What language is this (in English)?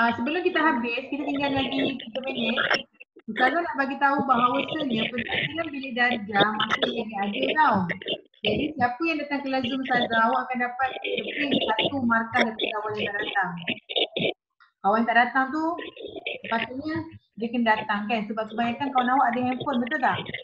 Malay